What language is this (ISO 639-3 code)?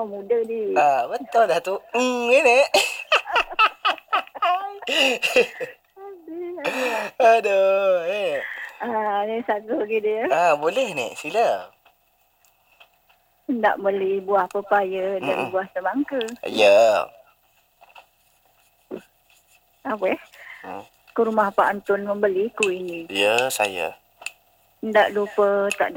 msa